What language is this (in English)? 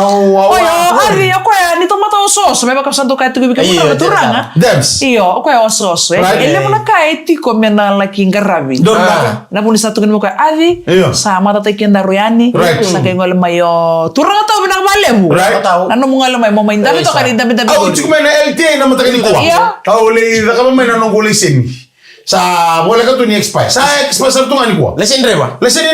Fijian